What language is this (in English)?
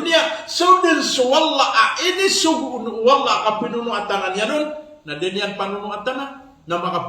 Maranao